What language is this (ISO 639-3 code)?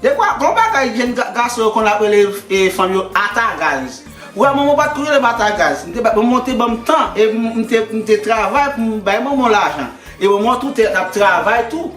hat